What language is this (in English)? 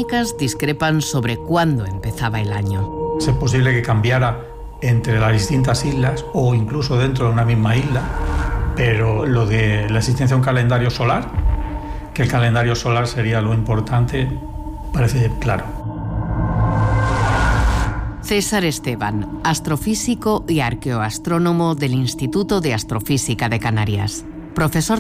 Spanish